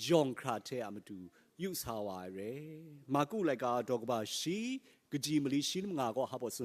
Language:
Kachin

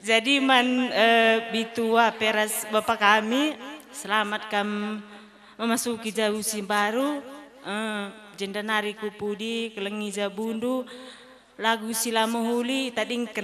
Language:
Batak Karo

